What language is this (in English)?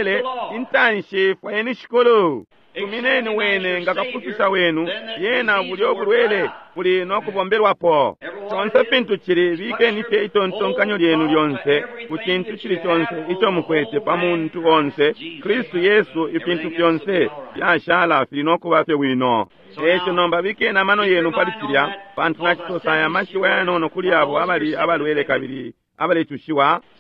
Bemba